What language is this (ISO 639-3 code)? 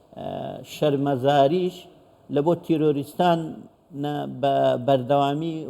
ckb